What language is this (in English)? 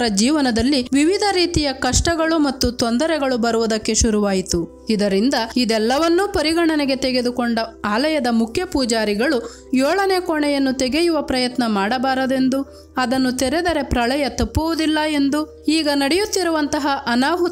Kannada